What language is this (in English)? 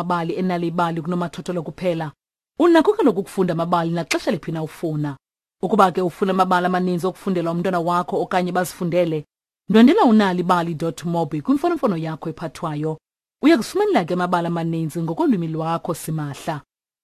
Xhosa